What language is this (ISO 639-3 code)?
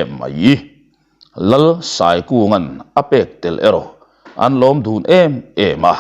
lus